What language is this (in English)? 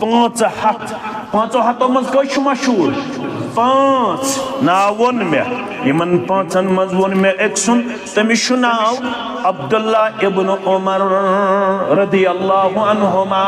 Kashmiri